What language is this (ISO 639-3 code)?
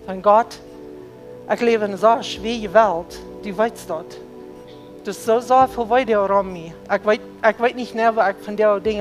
pdt